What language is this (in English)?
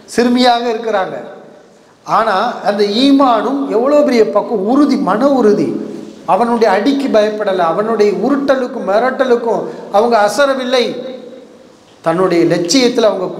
Tamil